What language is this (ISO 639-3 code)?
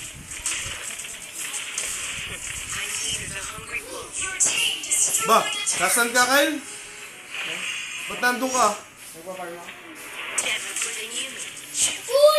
fil